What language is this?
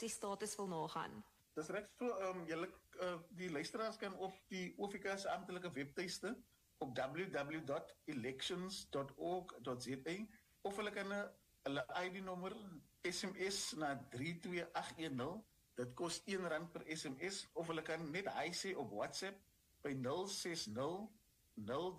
Afrikaans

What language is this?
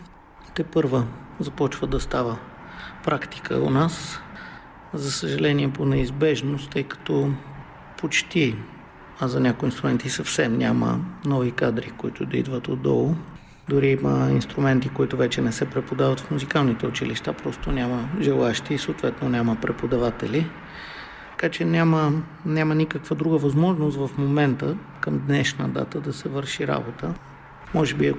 Bulgarian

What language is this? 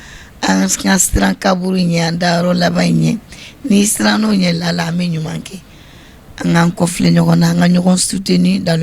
Bambara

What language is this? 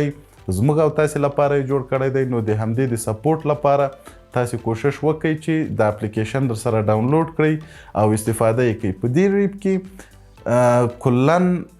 Pashto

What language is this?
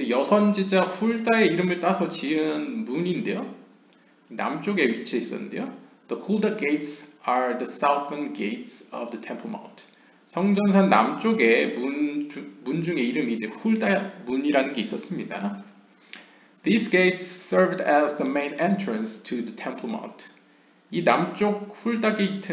Korean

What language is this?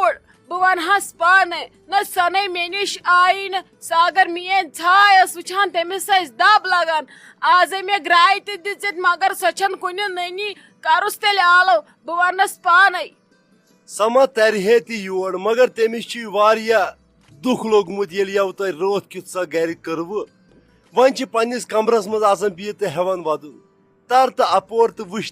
Kashmiri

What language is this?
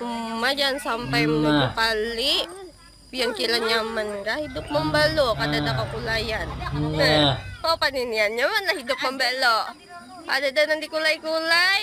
Banjar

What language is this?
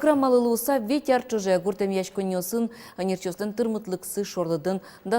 Udmurt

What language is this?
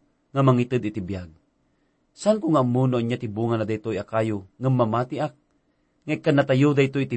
Iloko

